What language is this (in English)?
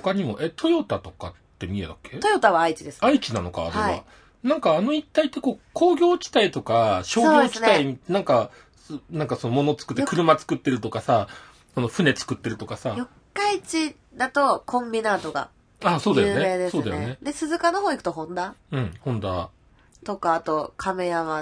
Japanese